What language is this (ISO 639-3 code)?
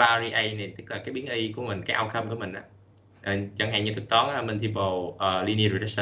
vie